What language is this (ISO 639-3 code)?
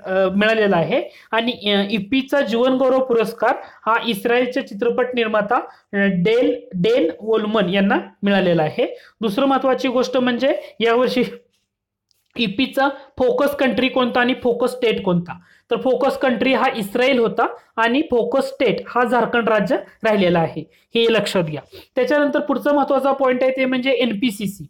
mar